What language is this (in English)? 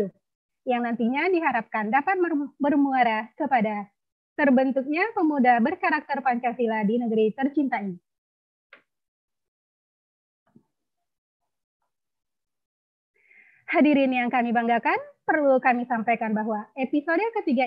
Indonesian